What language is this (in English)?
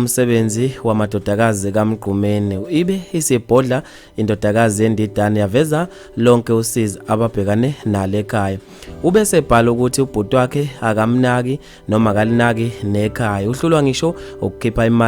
Zulu